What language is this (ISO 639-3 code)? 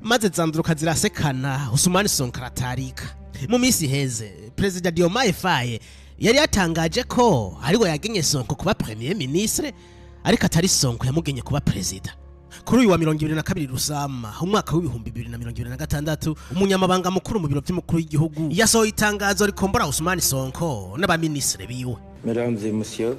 run